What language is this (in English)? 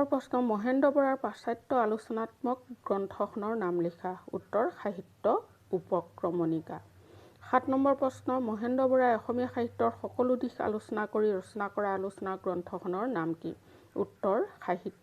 Assamese